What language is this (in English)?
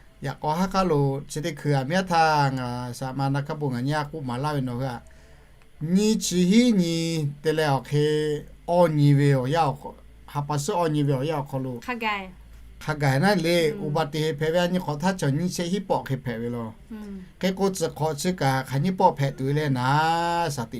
Lahu